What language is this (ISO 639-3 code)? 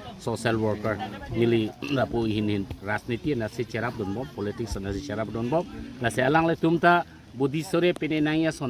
mjw